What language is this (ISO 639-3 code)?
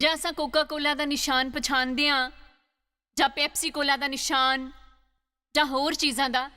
doi